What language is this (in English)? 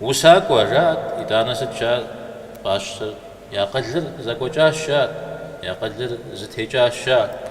Kabardian